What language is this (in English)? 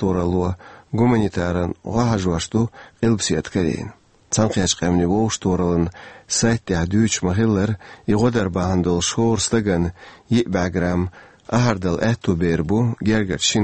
Chechen